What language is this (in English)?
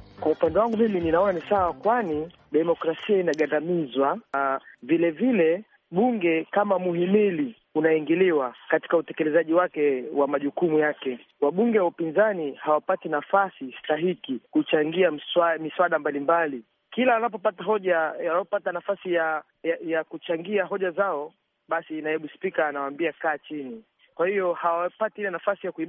Swahili